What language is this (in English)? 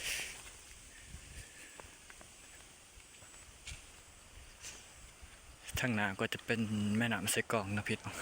Lao